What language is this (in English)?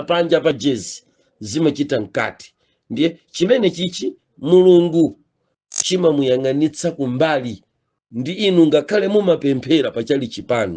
Nyanja